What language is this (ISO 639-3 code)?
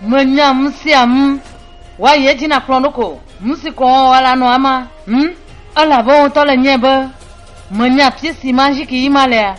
ewe